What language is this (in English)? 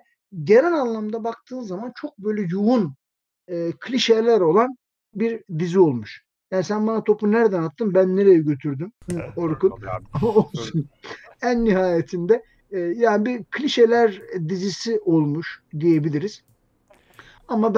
Turkish